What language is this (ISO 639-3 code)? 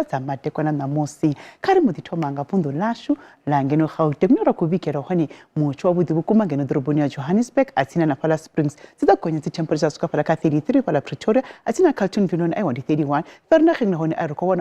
ven